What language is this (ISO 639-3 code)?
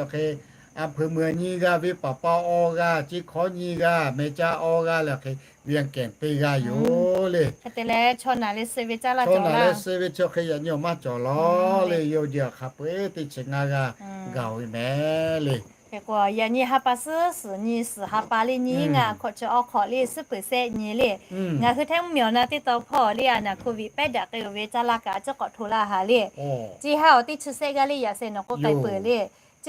lhu